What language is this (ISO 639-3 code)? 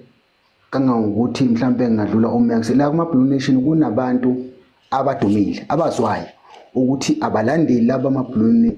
zul